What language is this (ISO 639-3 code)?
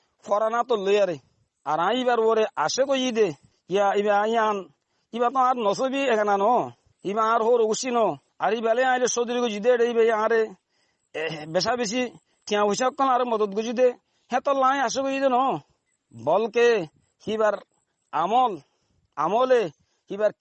rhg